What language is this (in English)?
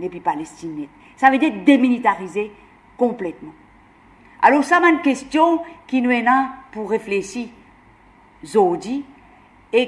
Morisyen